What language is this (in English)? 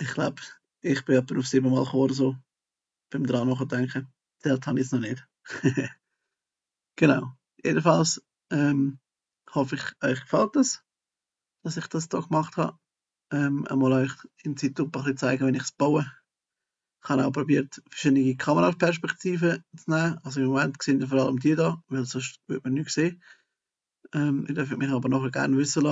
Swiss German